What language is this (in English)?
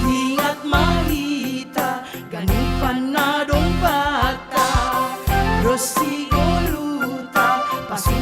Batak Simalungun